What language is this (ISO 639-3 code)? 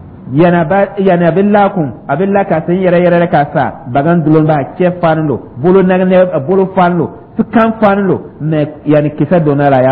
dyu